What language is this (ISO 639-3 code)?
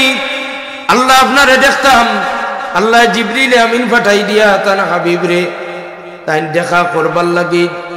syl